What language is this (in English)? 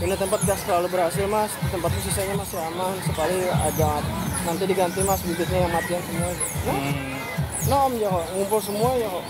Banjar